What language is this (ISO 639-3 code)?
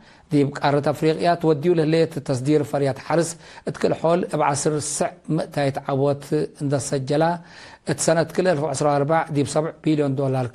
tig